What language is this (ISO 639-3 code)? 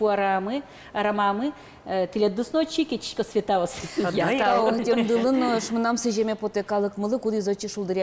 udm